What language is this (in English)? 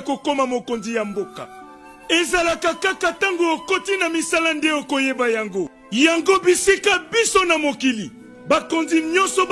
Lingala